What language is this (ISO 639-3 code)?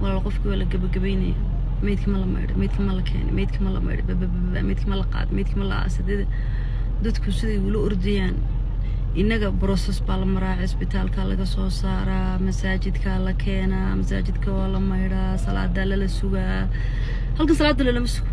som